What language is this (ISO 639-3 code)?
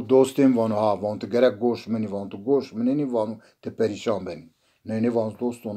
zza